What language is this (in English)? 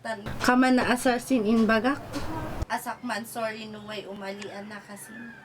Kankanaey